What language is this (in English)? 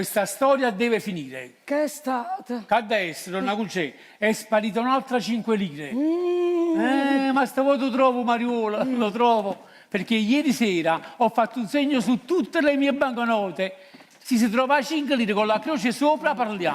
Neapolitan